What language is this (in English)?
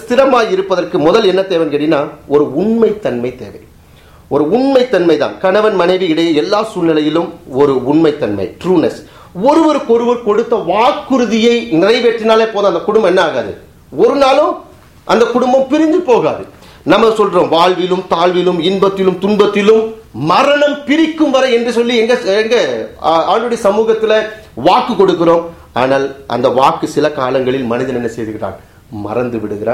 Tamil